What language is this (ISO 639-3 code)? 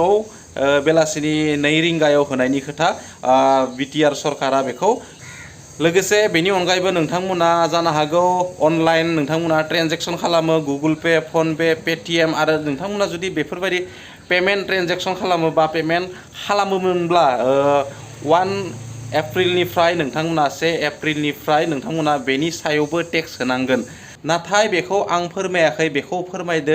brx